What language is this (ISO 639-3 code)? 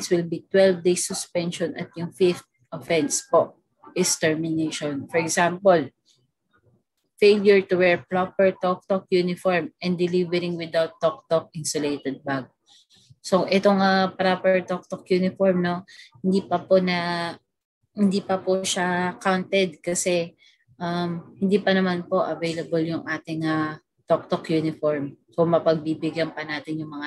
fil